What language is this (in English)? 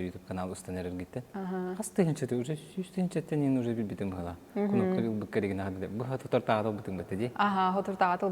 Yakut